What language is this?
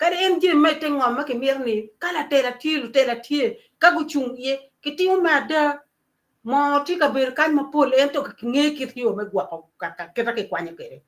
Acoli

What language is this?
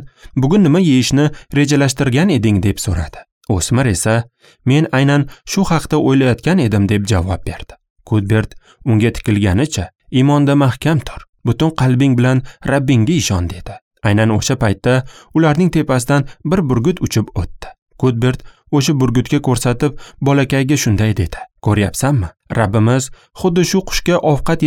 Uzbek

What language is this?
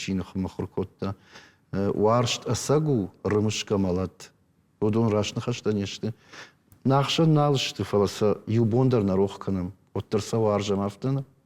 Ossetic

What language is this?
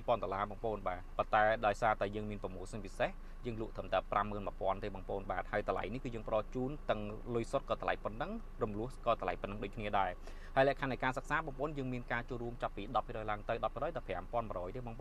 Khmer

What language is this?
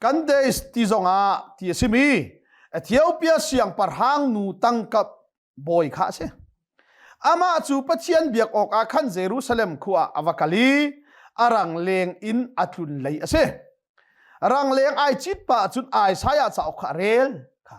Hakha Chin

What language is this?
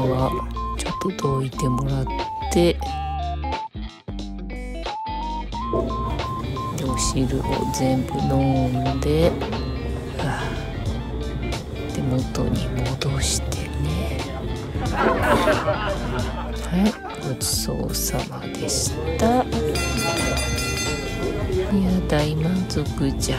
Japanese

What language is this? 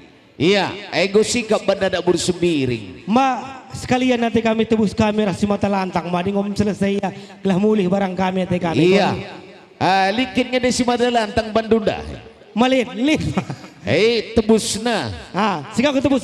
Batak Karo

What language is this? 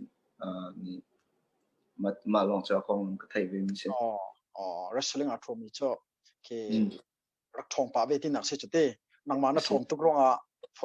Hakha Chin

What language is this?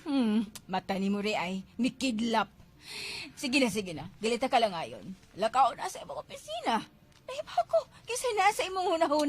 Cebuano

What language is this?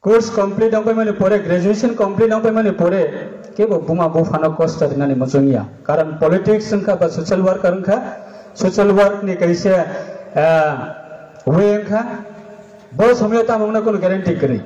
Riang (India)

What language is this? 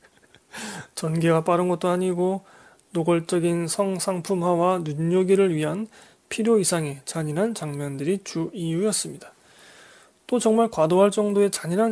Korean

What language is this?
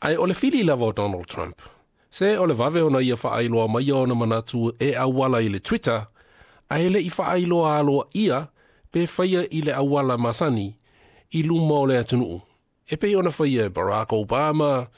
Samoan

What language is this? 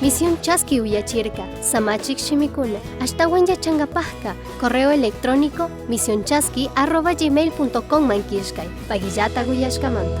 Chimborazo Highland Quichua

